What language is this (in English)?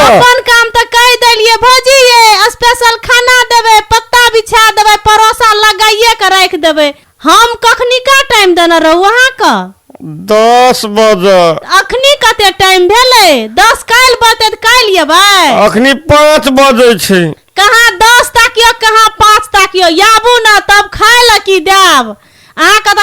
Maithili